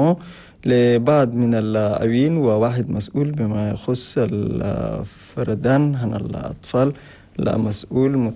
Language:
Chadian Arabic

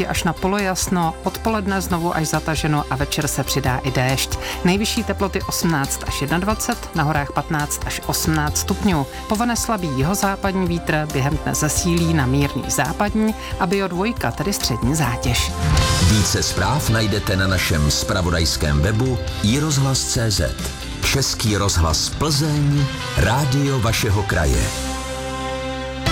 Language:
Czech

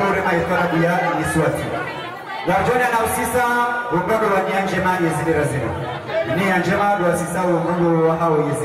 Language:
Swahili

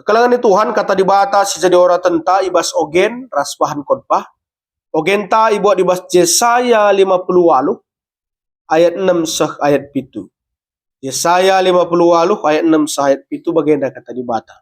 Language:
Batak Karo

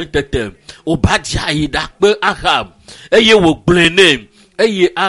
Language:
Ewe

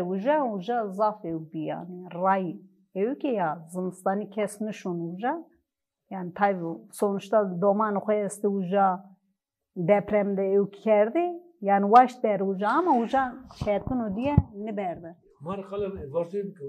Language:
Zaza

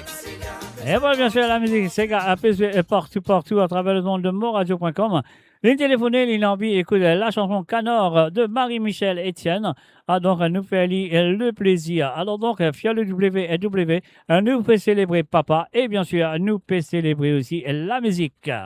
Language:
Morisyen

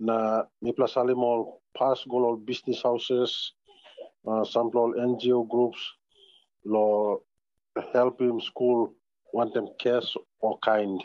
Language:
Tok Pisin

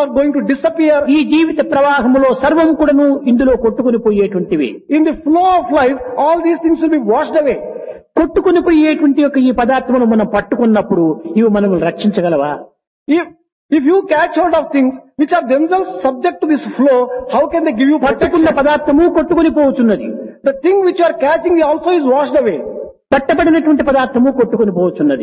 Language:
Telugu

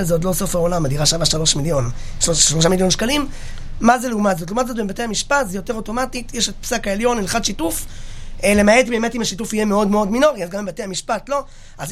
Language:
Hebrew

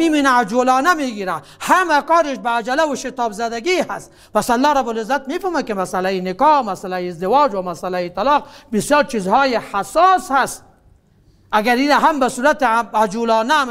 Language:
Persian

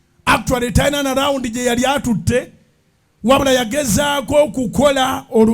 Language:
Ganda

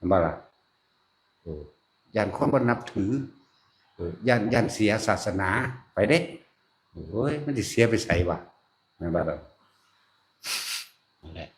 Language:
Northeastern Thai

